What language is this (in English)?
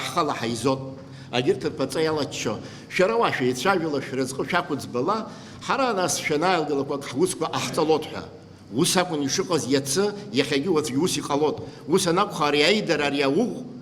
Abkhazian